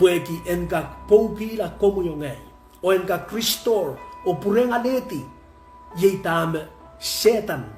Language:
Pohnpeian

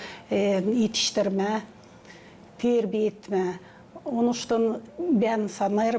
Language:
Gagauz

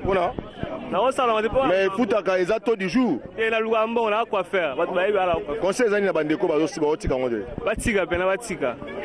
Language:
Lingala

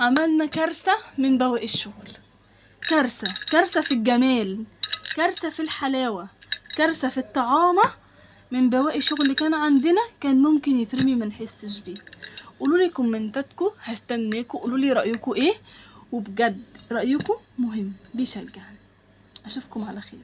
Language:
Egyptian Arabic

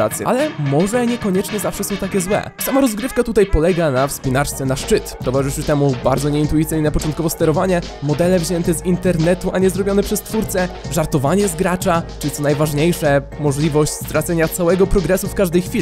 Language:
Polish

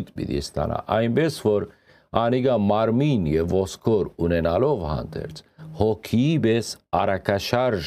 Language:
Western Armenian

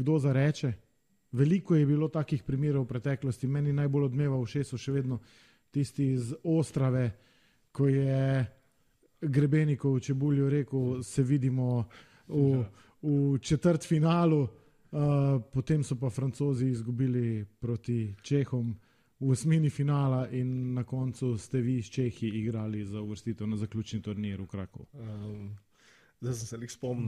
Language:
Slovenian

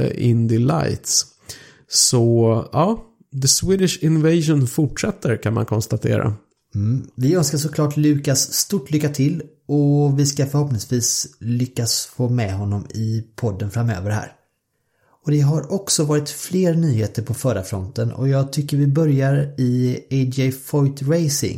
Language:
Swedish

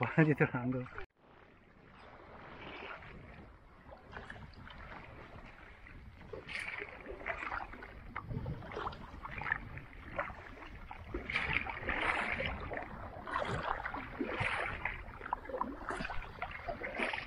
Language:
Italian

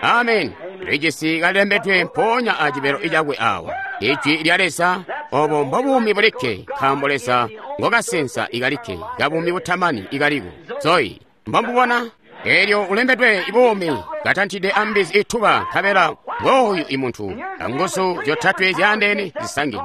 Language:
Tonga (Zambia)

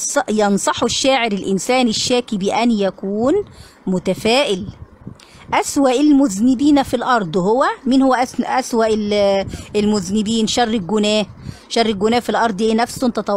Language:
Egyptian Arabic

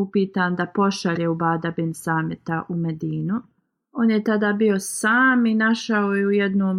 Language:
Bosnian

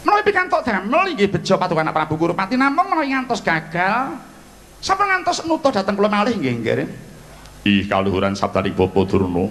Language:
Javanese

